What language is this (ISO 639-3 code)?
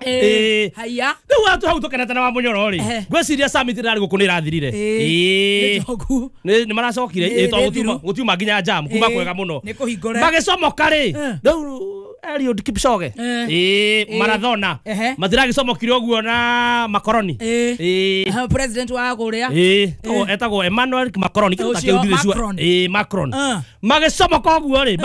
kik